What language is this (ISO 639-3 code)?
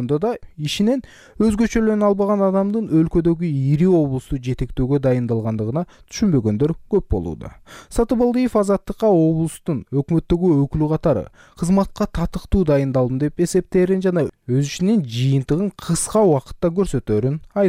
kir